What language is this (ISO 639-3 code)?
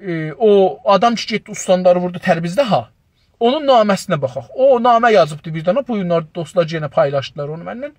azb